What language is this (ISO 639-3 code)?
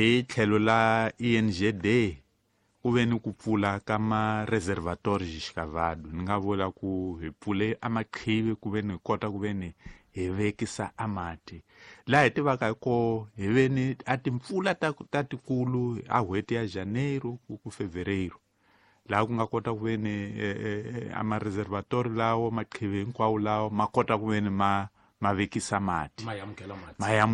tso